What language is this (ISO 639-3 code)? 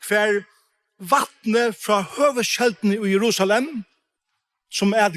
fao